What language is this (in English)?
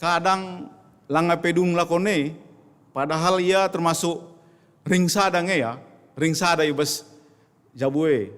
Batak Karo